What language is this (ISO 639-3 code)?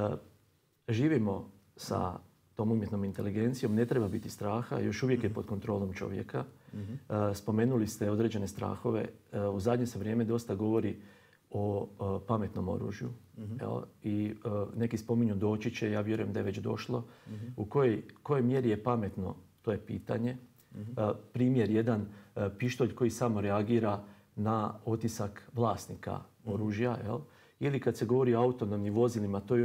hrv